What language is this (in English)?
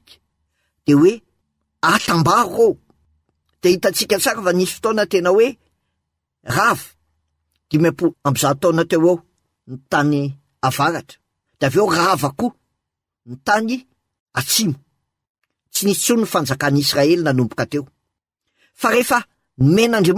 Malagasy